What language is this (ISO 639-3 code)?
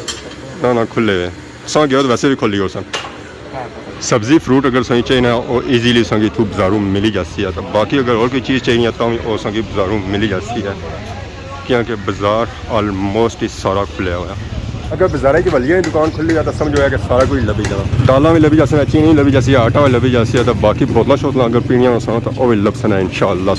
phr